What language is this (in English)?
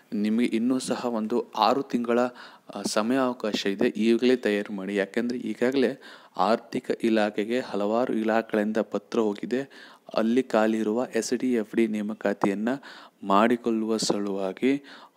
Kannada